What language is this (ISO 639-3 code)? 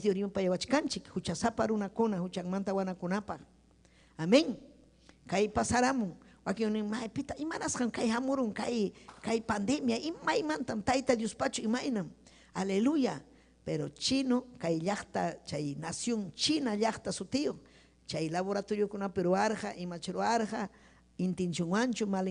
quy